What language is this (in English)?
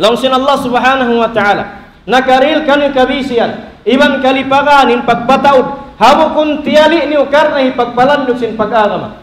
Tausug